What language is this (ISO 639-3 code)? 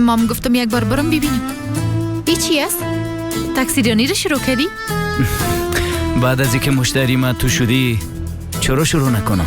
fas